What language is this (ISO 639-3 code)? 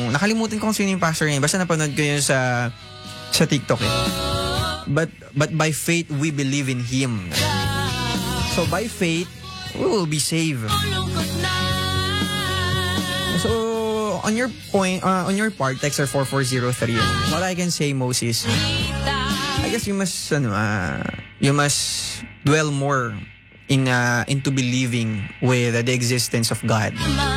fil